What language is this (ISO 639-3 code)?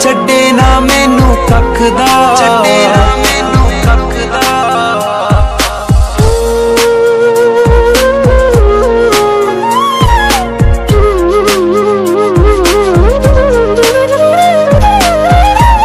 pan